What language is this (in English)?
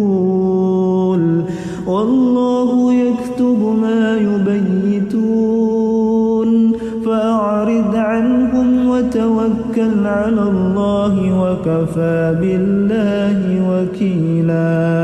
Arabic